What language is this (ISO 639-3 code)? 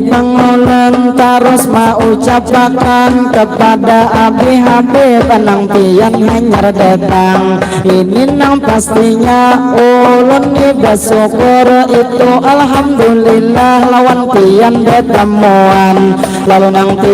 bjn